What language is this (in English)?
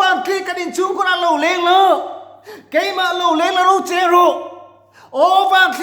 Mizo